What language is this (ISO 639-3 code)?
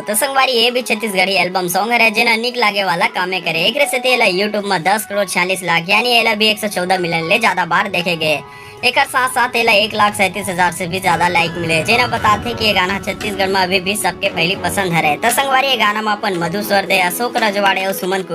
hne